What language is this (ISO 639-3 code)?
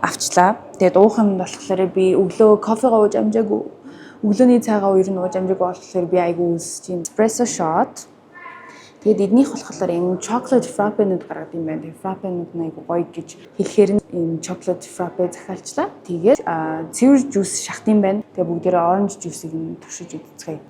mon